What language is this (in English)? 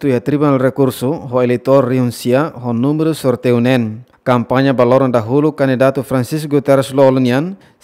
Tetum